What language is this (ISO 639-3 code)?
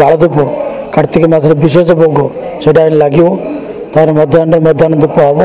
ori